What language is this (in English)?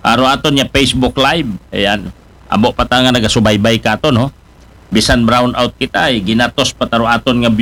Aklanon